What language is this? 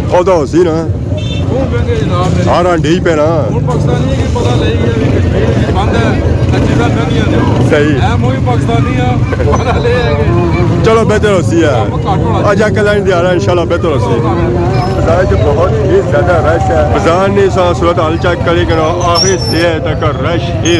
Pahari-Potwari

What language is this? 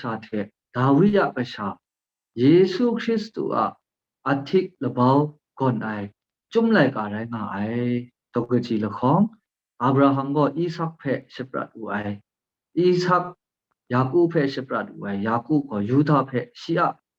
Kachin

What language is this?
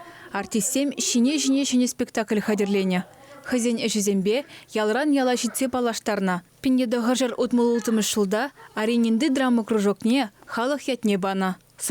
Chuvash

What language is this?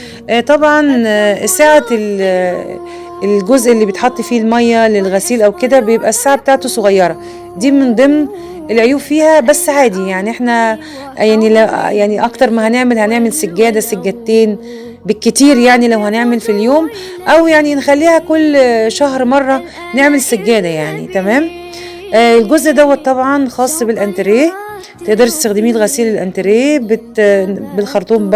Egyptian Arabic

